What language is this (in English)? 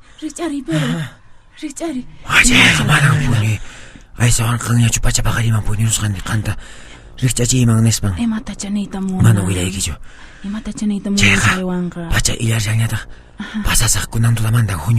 Quechua